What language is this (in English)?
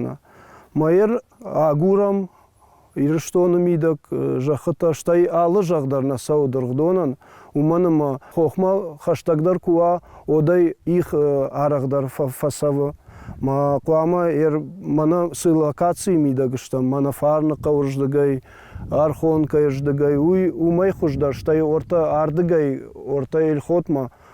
Ossetic